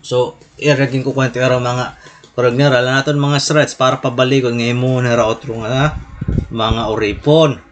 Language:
Waray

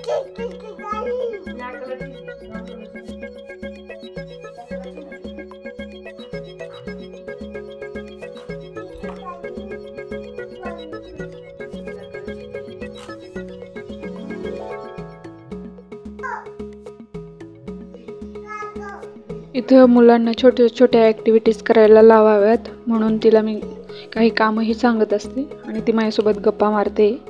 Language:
Marathi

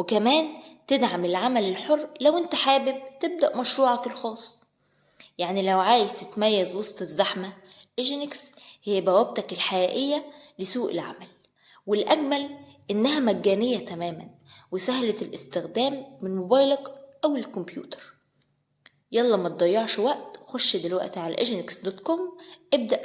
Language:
Egyptian Arabic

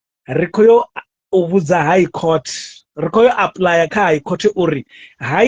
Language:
Venda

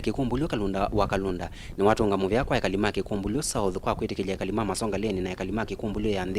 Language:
Kamba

